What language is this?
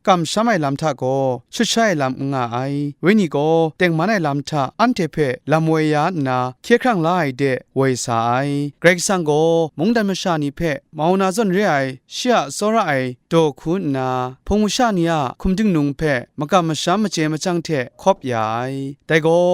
Kachin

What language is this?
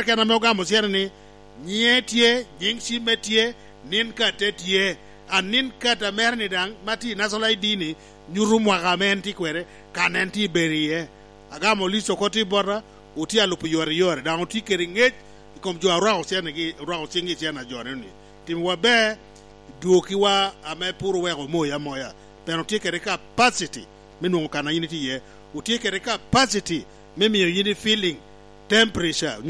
Lango (Uganda)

